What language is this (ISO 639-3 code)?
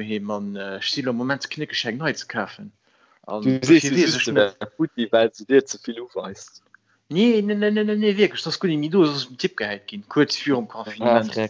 ltz